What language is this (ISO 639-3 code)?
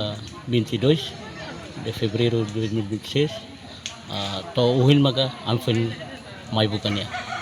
tet